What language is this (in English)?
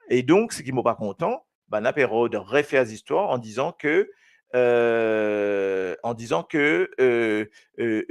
Morisyen